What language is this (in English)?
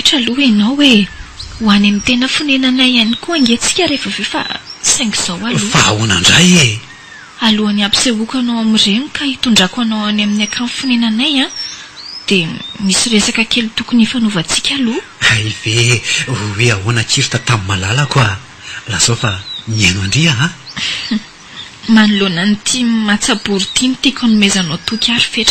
Malagasy